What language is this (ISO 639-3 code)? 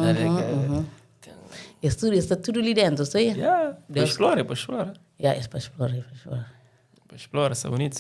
kea